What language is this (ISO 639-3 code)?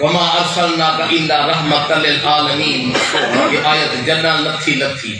skr